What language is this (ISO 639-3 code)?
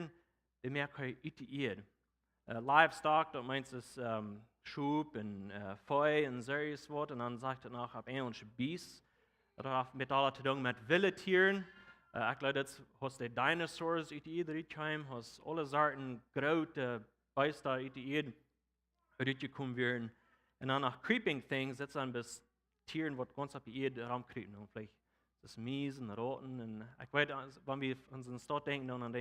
pdt